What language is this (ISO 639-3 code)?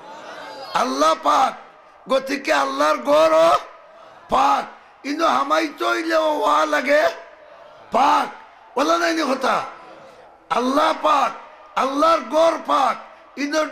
syl